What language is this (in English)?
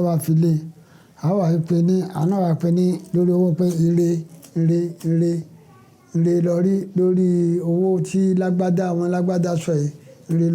Yoruba